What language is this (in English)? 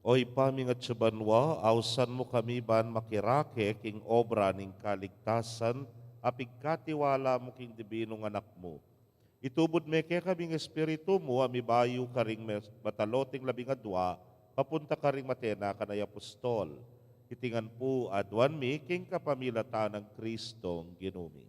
Pampanga